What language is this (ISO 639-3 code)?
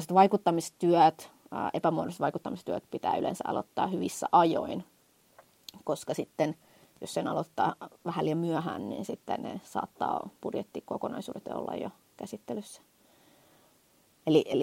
fin